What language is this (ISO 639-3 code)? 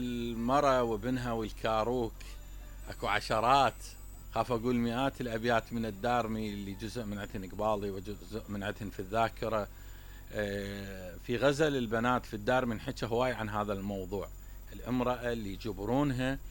acm